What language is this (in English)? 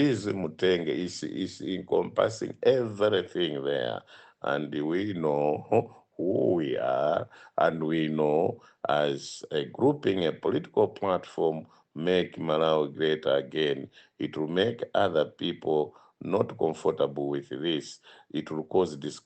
Nyanja